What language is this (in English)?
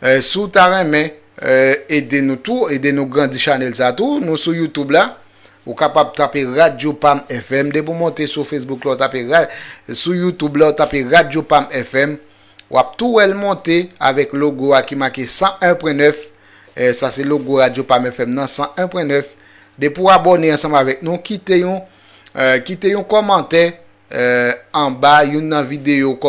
Haitian Creole